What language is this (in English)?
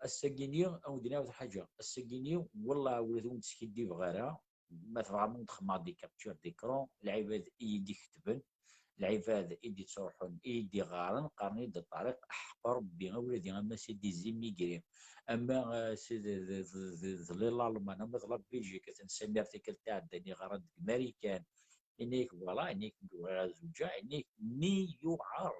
Kabyle